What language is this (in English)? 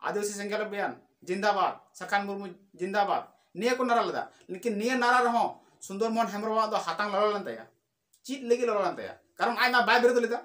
Santali